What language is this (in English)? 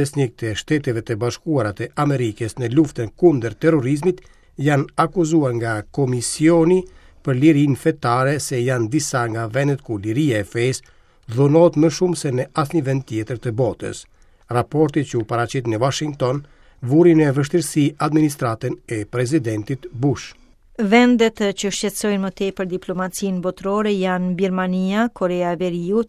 Albanian